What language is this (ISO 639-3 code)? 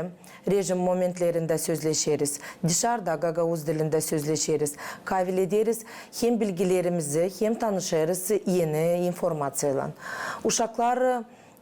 gag